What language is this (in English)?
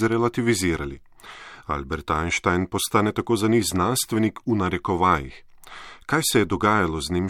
Slovenian